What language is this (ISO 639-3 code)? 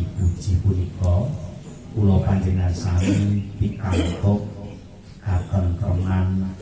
jav